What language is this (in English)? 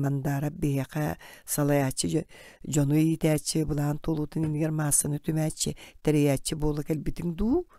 Yakut